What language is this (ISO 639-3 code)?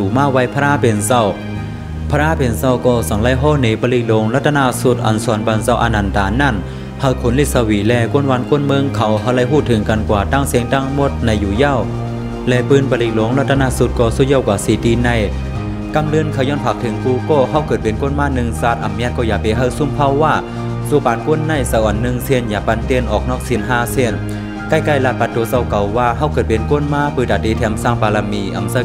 shn